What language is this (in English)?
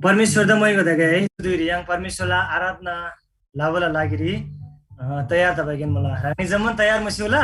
Eastern Tamang